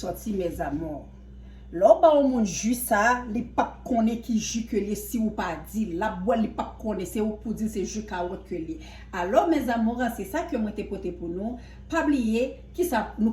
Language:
Haitian Creole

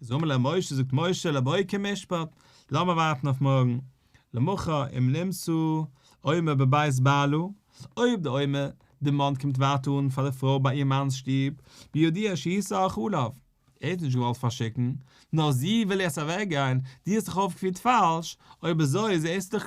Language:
Yiddish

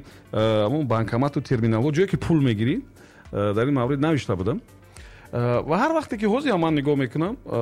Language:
Tajik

